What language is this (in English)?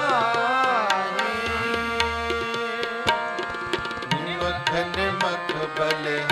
Punjabi